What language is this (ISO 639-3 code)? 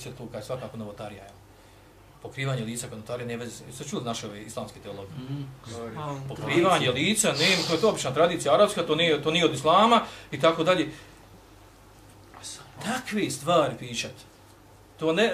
bos